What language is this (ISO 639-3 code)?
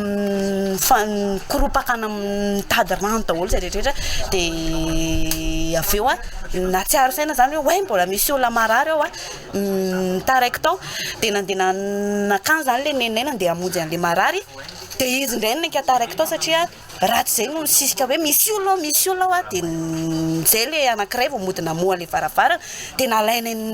mlg